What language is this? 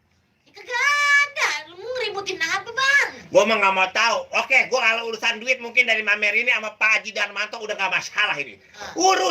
Betawi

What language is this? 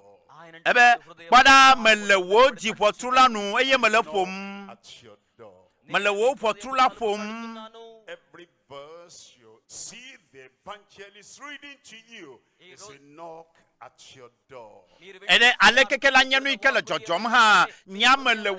Ewe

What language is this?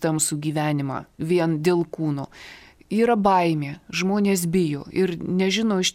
Lithuanian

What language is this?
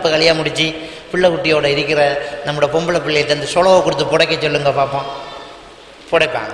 Tamil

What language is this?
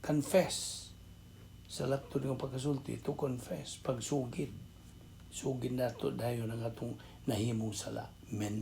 Cebuano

